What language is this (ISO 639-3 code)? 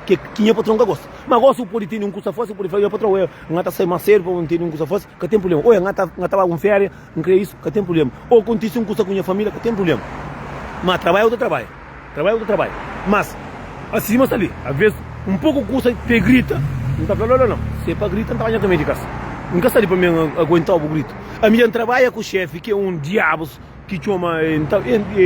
kea